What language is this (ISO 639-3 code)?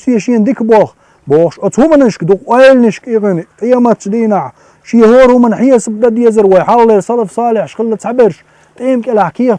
che